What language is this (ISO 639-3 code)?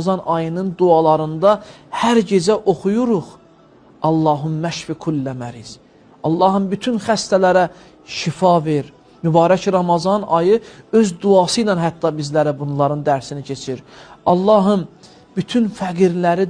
aze